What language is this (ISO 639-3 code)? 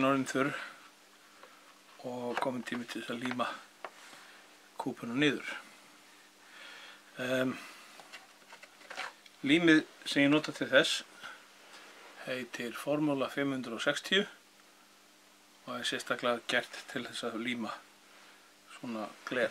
isl